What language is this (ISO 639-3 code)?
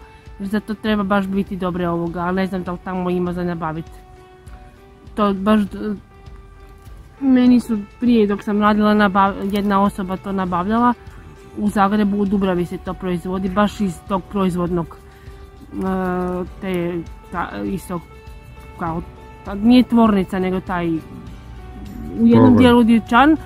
hrv